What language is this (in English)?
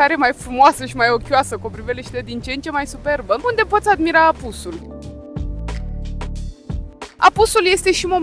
Romanian